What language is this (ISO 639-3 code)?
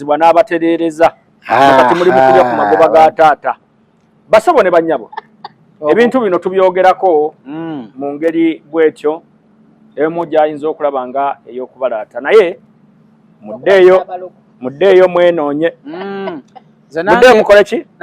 lug